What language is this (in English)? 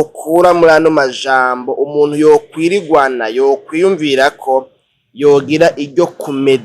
Rundi